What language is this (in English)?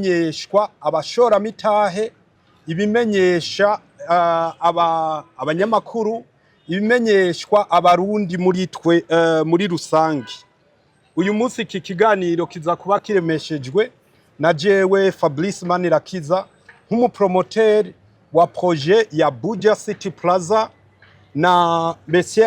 Rundi